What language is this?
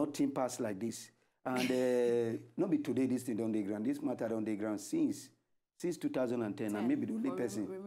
Nigerian Pidgin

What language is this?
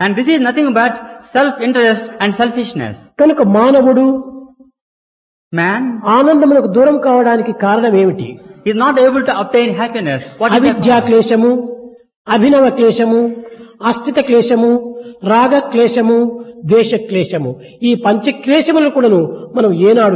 Telugu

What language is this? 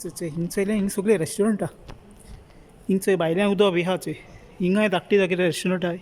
Konkani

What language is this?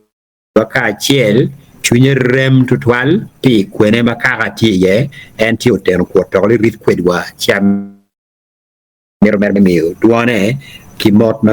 Acoli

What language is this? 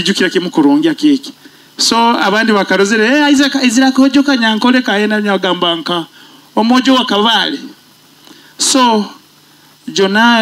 Nyoro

